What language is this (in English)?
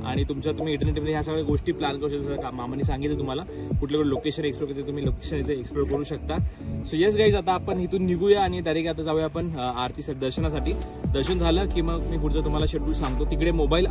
Marathi